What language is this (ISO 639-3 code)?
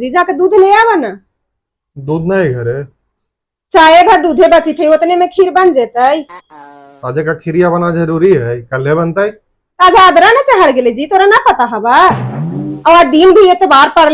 mag